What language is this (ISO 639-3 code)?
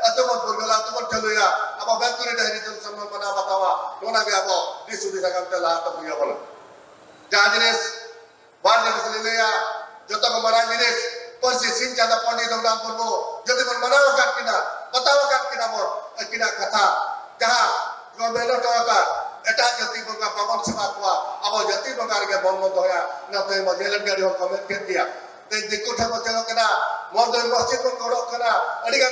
sat